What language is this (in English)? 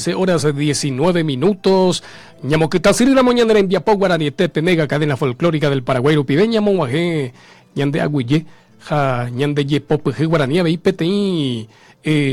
Guarani